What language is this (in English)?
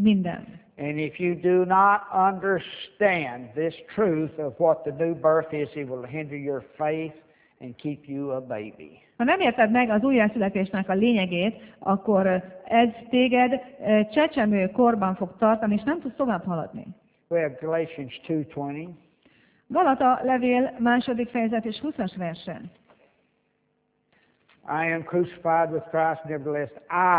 Hungarian